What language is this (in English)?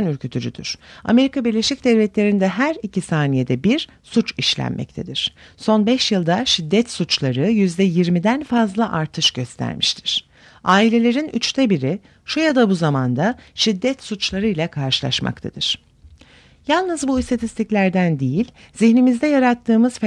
Turkish